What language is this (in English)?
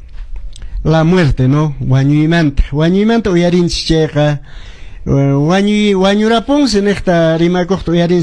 Quechua